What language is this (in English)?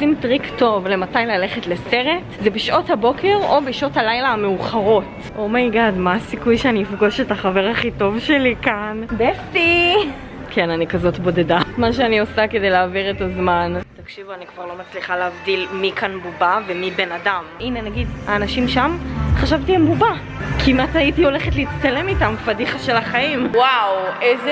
Hebrew